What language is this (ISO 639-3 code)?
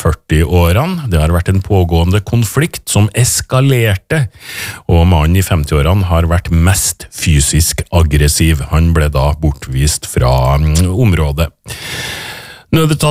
nor